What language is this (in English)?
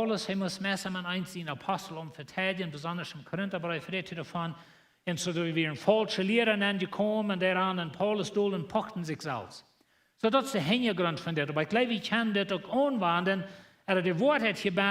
Plautdietsch